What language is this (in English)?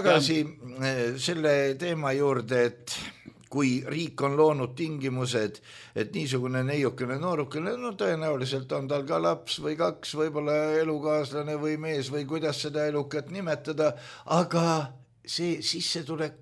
Estonian